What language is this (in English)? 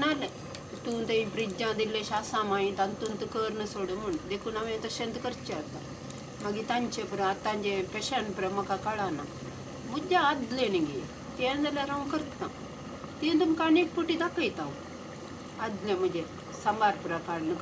Konkani